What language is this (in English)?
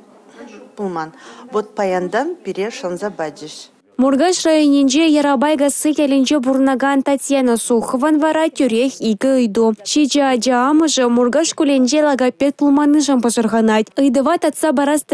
Chuvash